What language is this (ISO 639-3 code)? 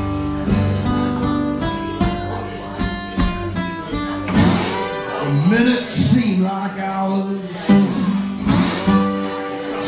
eng